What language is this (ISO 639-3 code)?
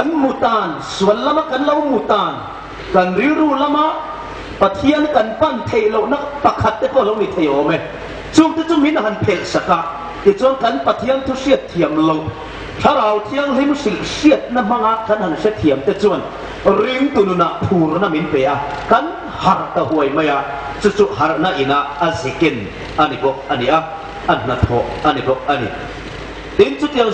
hmr